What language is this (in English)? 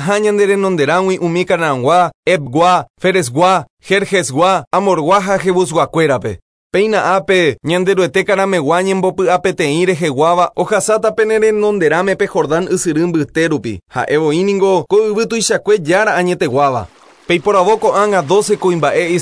Guarani